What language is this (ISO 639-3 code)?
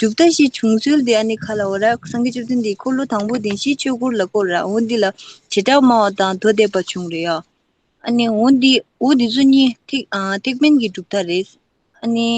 bod